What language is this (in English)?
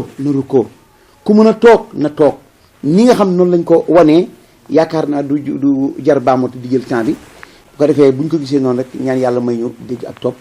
Wolof